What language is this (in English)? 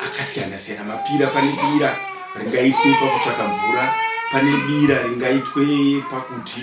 Shona